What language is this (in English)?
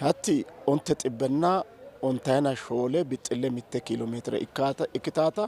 Sidamo